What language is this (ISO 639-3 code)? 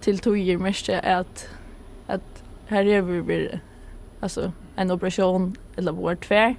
fao